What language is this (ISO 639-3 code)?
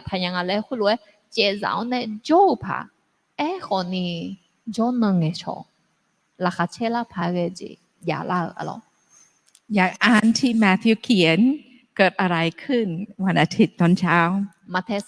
ahk